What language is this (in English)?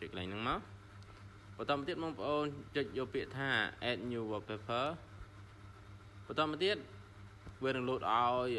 Khmer